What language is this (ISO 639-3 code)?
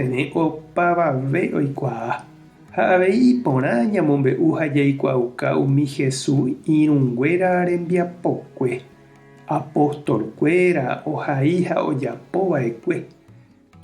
grn